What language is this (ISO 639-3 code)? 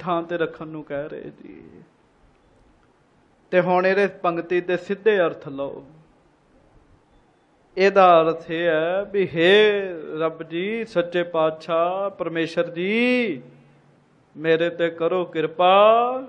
pan